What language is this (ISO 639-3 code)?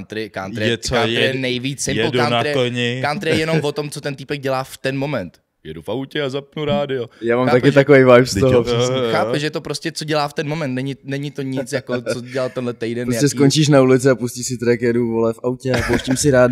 ces